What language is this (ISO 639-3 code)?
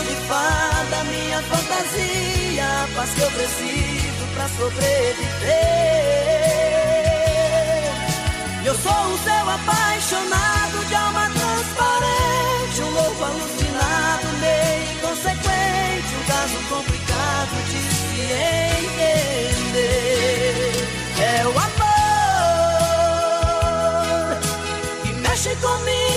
por